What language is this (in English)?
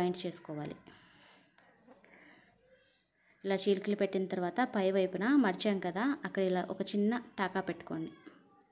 Telugu